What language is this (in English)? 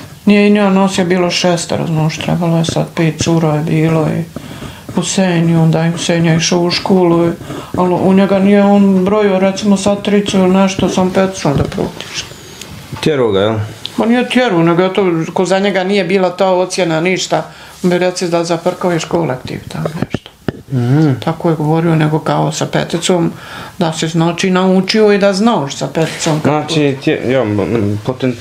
Bosnian